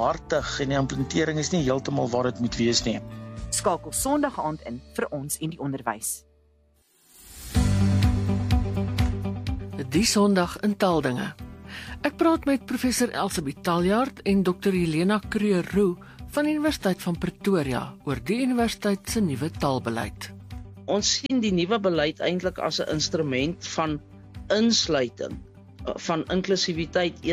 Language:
Afrikaans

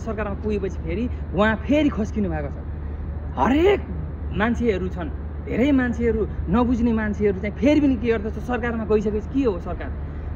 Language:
Nepali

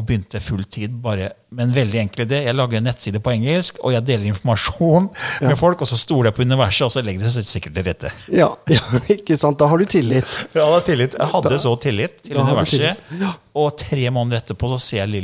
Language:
Norwegian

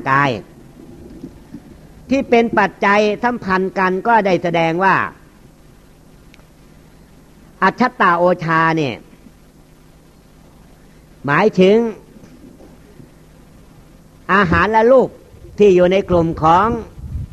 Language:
Thai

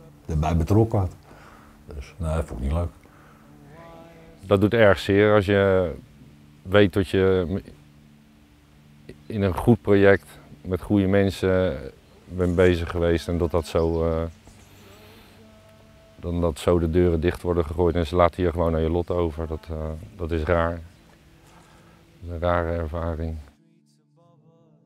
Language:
Dutch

